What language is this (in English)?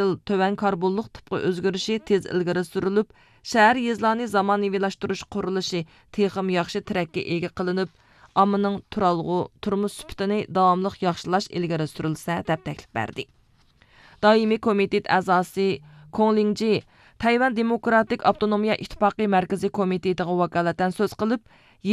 Uyghur